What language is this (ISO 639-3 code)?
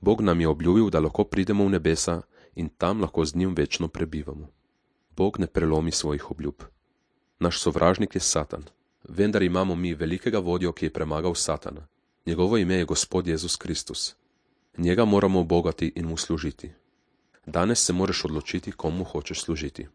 slv